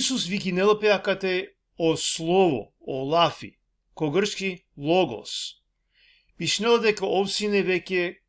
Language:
Balkan Romani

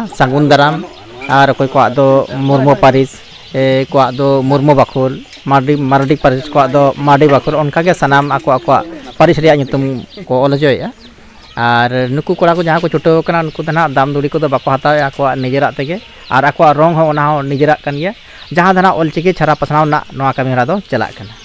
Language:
Santali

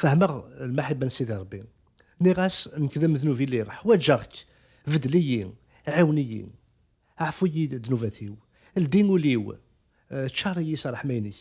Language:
Kabyle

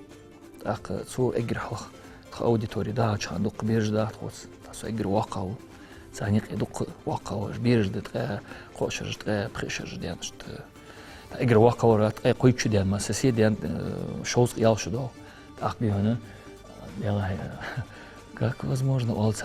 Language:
Ingush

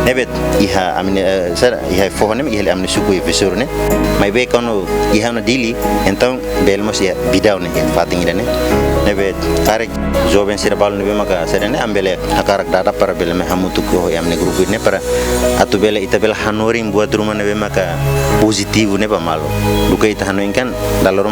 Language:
Tetum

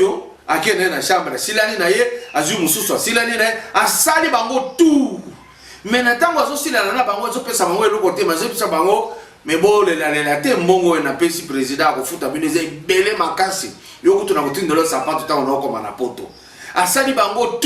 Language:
Lingala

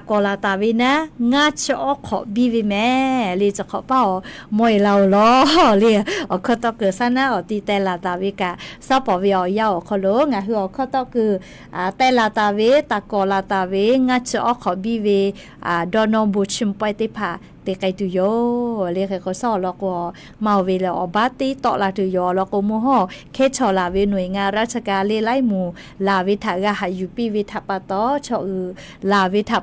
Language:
Lahu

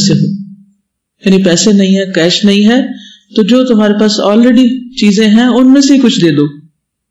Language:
Urdu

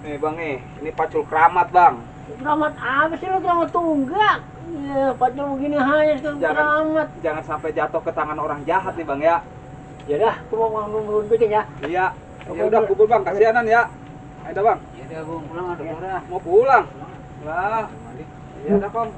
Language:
Betawi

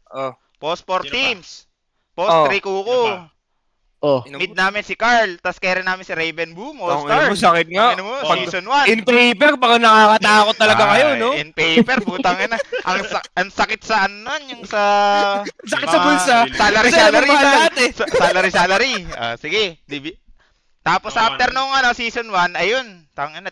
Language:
Filipino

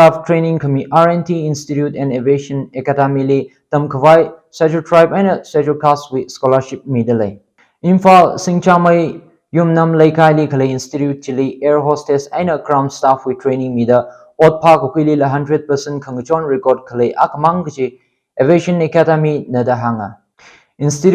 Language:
Tangkhul Naga (India)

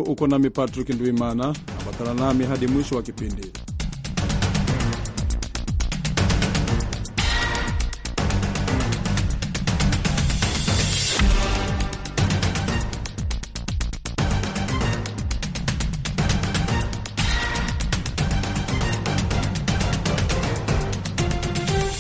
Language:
Swahili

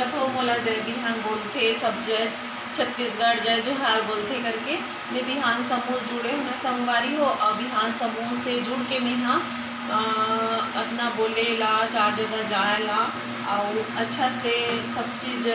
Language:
Chhattisgarhi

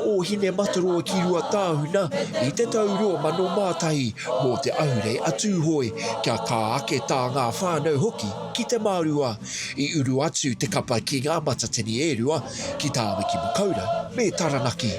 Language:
Māori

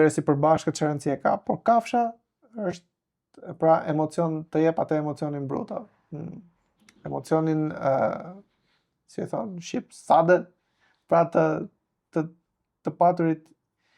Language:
Albanian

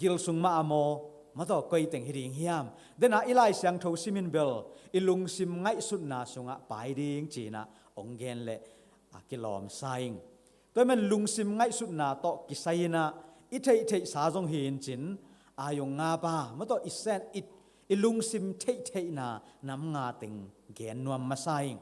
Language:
Tedim Chin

